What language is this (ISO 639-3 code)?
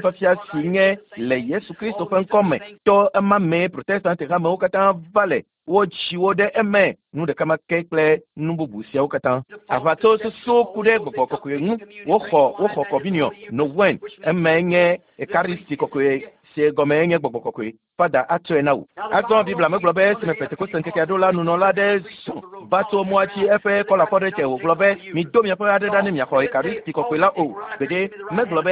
ewe